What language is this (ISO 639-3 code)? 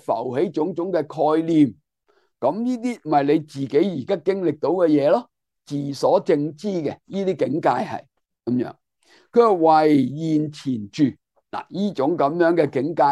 yue